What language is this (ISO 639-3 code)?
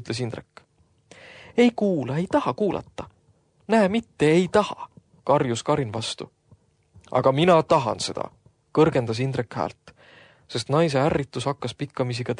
est